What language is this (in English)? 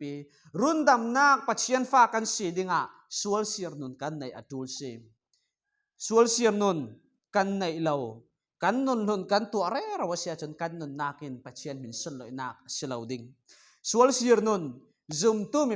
Falam Chin